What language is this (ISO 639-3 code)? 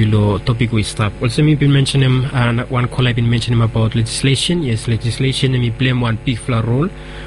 bis